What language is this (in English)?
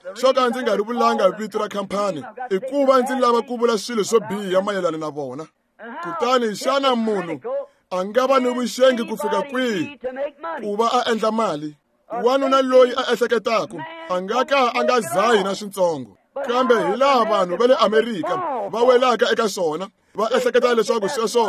Tsonga